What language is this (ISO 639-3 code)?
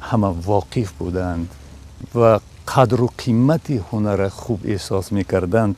tgk